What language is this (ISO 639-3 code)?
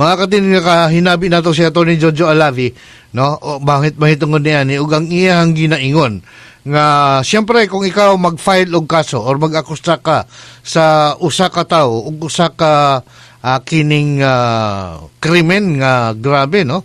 ceb